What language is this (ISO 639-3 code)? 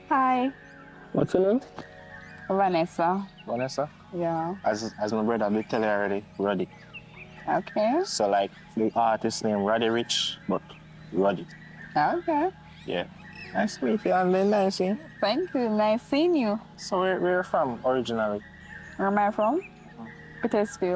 jam